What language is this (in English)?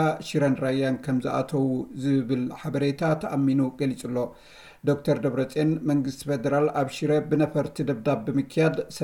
Tigrinya